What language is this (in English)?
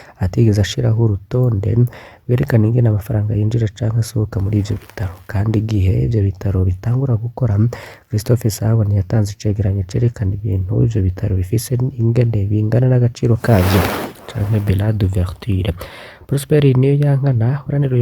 Rundi